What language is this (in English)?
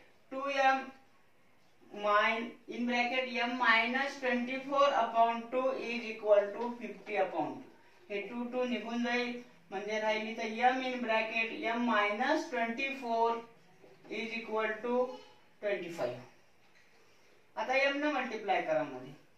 Marathi